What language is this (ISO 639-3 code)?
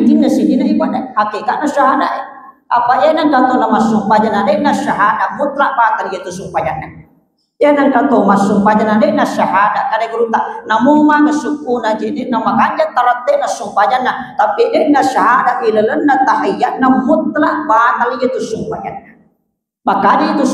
bug